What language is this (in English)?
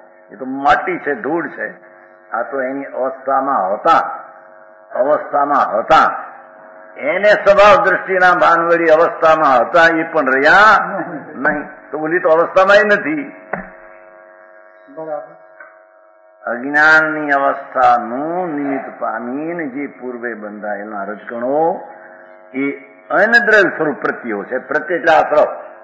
Gujarati